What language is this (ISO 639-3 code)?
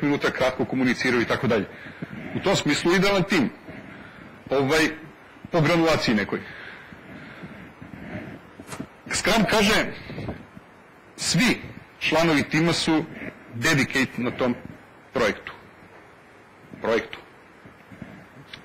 srp